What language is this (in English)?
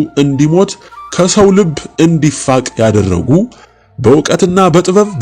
Amharic